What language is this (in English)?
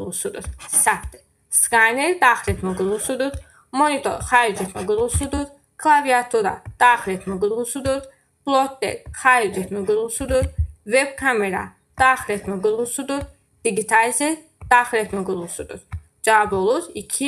Azerbaijani